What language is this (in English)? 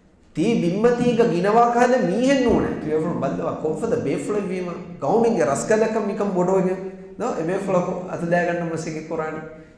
Divehi